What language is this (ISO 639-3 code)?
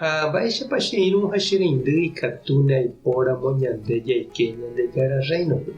grn